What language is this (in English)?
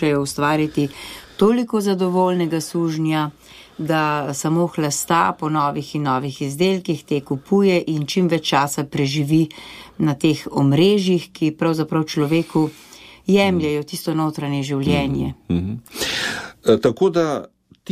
Slovenian